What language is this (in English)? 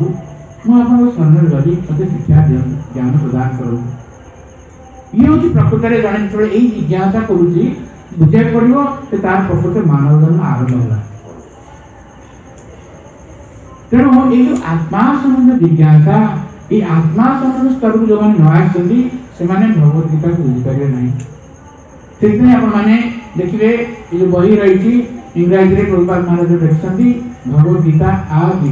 Odia